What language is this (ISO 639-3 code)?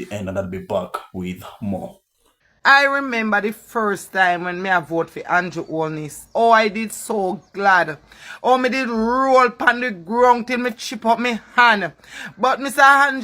jam